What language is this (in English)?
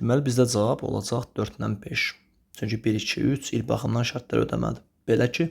Azerbaijani